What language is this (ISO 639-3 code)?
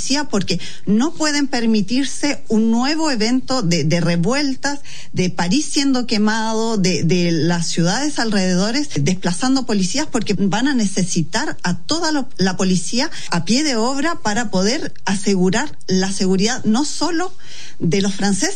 spa